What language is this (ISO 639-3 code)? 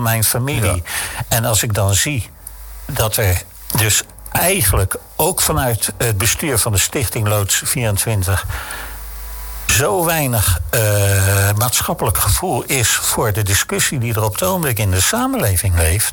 nld